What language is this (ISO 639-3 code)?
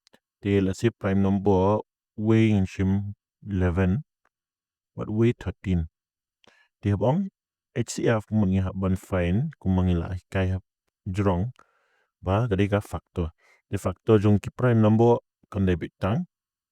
kha